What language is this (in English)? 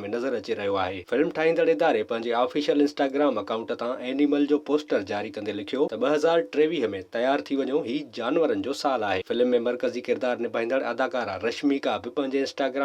Sindhi